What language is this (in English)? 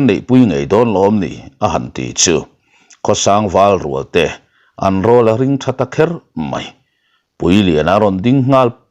Mizo